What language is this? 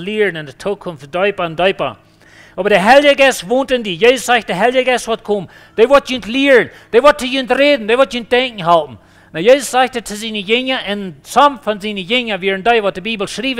Plautdietsch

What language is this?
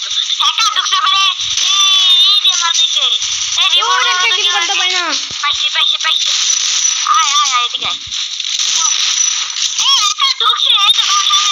Bangla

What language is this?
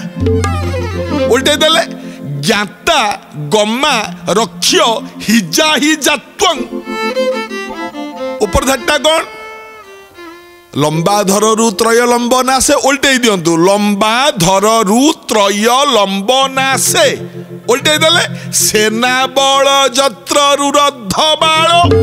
Odia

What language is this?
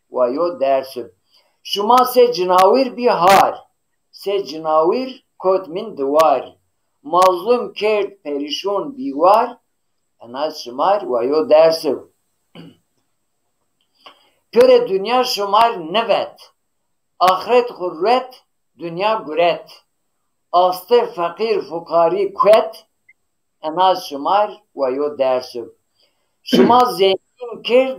Zaza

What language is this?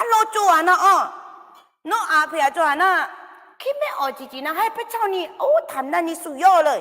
Akha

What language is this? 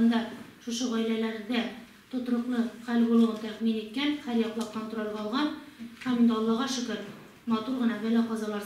Tatar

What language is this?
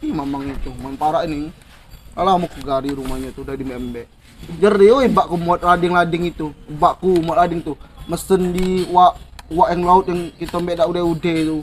Musi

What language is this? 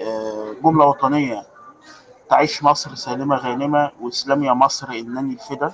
Egyptian Arabic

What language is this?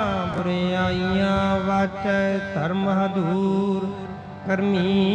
Punjabi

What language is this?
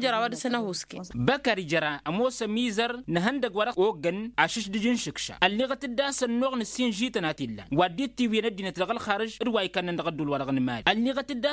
Tamasheq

